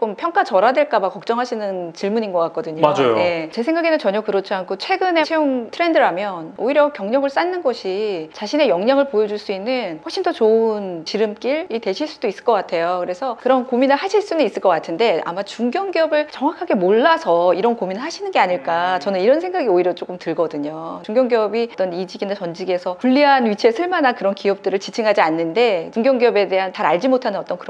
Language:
Korean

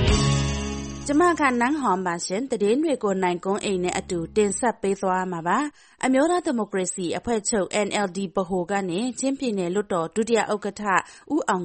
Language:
Burmese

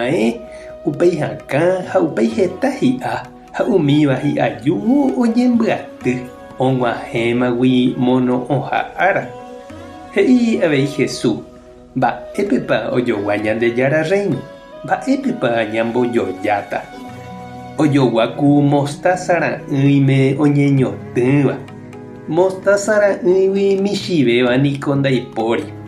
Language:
Guarani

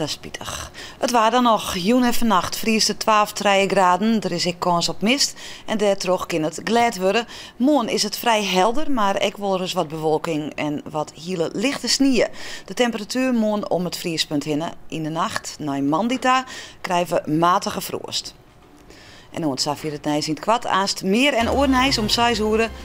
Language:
Western Frisian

